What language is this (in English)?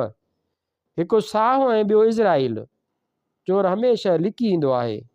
Sindhi